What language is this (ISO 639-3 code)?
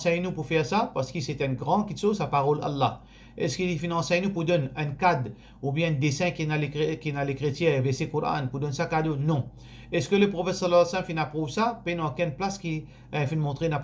mfe